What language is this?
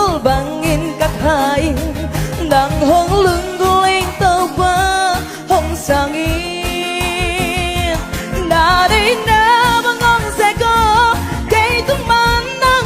Tedim Chin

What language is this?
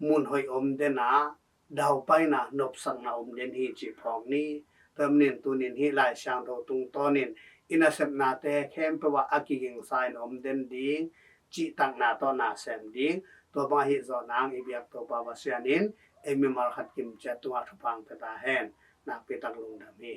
Tedim Chin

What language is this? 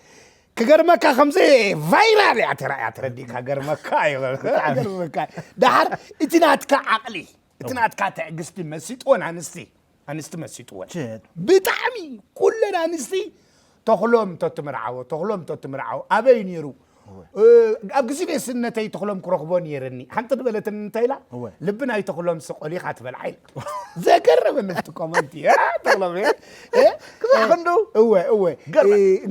Tigrinya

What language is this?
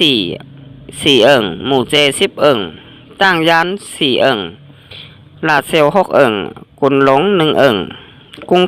Shan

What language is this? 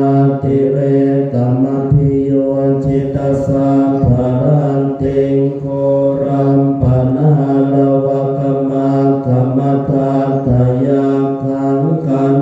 Pali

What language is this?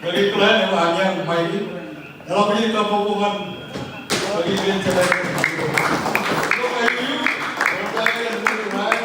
Marshallese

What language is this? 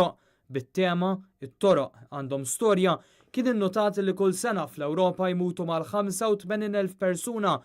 Maltese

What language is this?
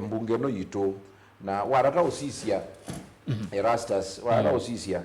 Kamba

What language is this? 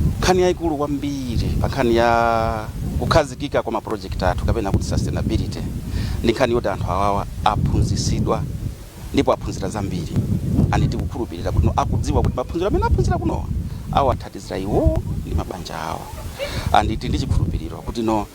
Nyanja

